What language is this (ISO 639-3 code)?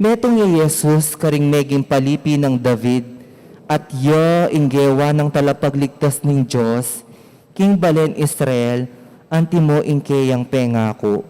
pam